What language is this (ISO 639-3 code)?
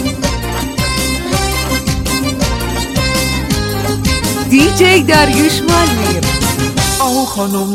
fas